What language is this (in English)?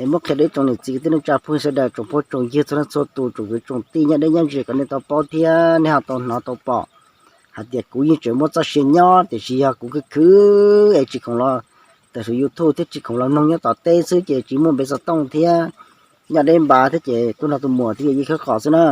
Hmong